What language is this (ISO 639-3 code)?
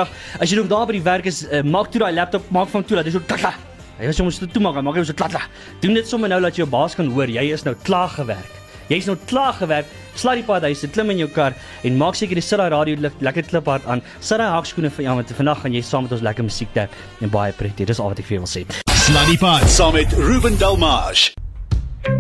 afr